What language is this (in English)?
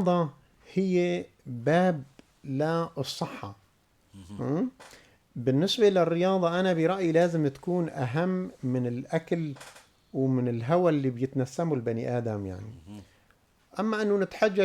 North Levantine Arabic